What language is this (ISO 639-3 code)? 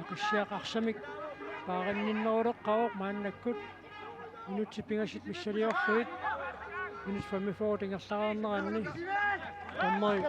kal